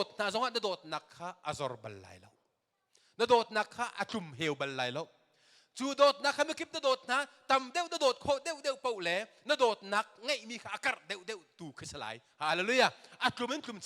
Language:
Hakha Chin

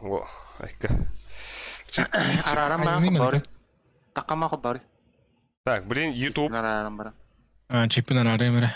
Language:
Yakut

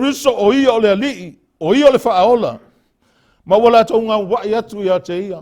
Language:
Samoan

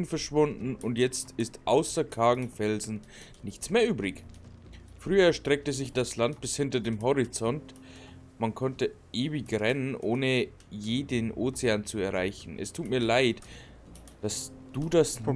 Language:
Bavarian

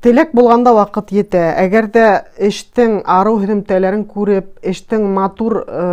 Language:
Bashkir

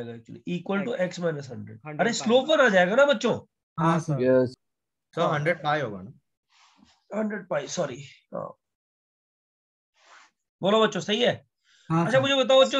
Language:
Hindi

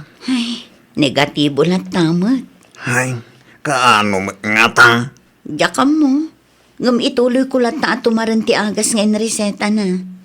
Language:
Iloko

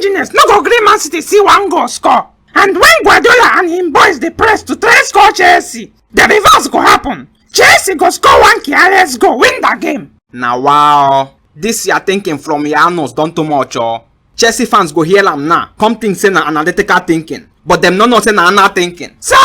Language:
Nigerian Pidgin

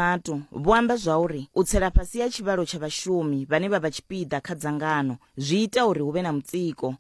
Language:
Venda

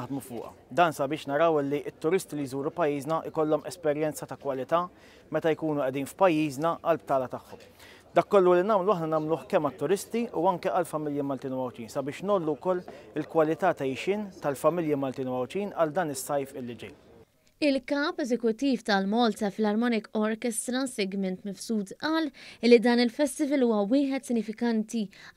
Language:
Maltese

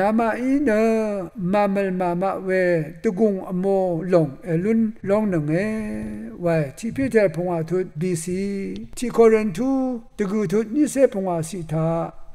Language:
Rawang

